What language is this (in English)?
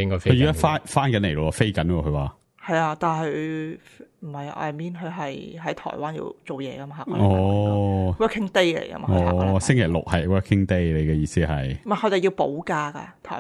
Cantonese